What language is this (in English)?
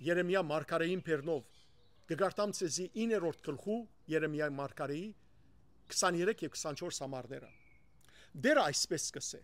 Western Armenian